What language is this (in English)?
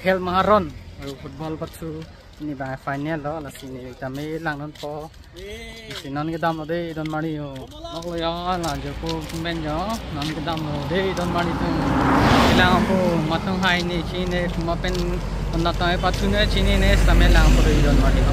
Karbi